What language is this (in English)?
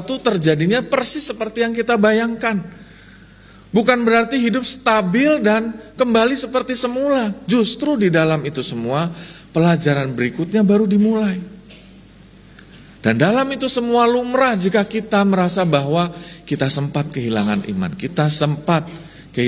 Indonesian